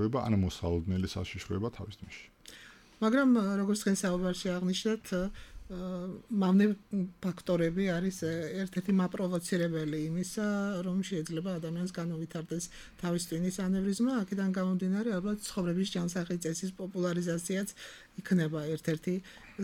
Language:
Georgian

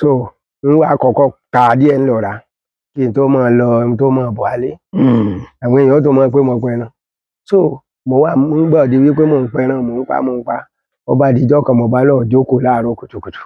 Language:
Yoruba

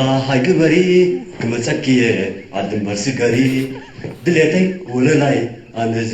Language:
Tigrinya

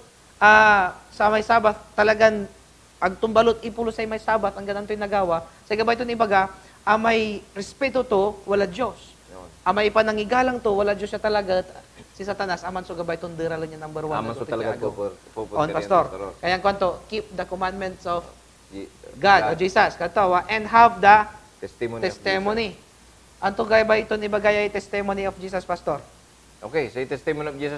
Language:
Pangasinan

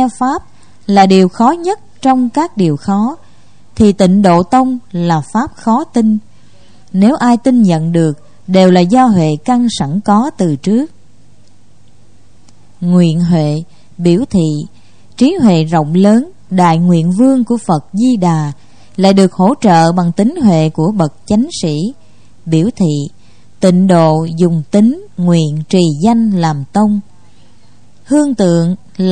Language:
Vietnamese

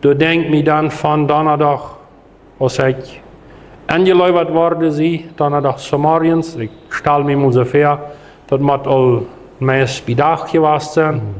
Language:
Plautdietsch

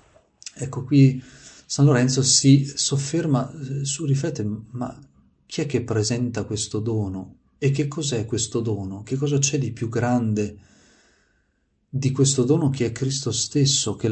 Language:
Italian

